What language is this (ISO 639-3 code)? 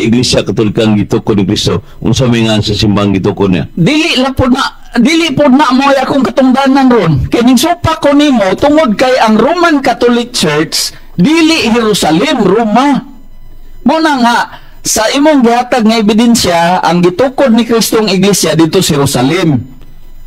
ceb